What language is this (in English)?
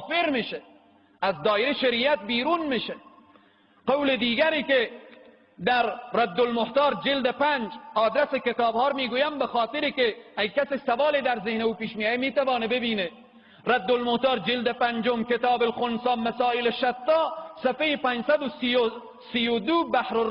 Persian